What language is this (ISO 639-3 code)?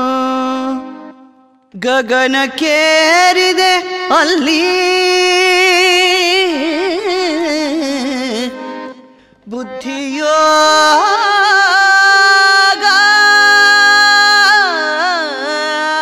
kan